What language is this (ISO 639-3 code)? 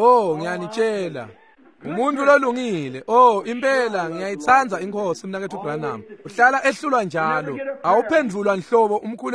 ssw